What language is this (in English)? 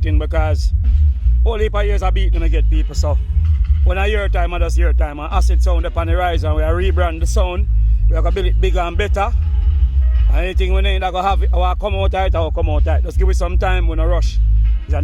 Jamaican Creole English